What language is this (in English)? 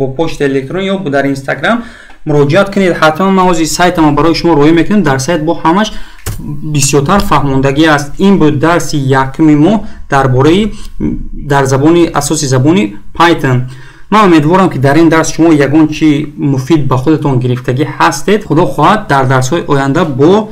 Tajik